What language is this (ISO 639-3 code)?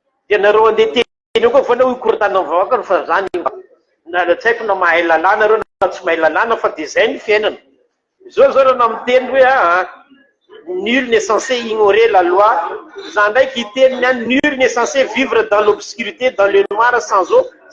mlg